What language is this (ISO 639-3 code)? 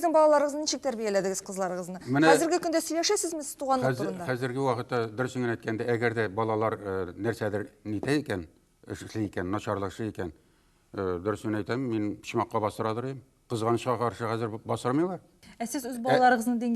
tat